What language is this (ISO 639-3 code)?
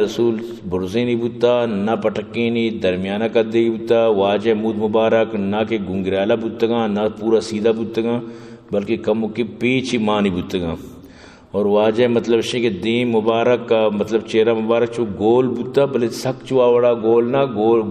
bgp